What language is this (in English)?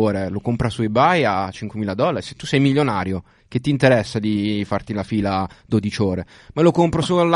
Italian